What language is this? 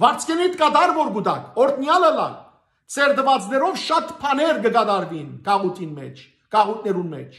Western Armenian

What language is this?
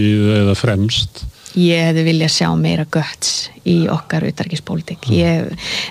Icelandic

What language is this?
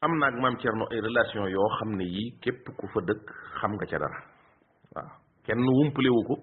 Wolof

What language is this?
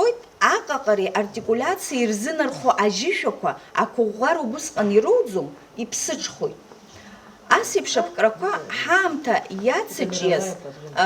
Abkhazian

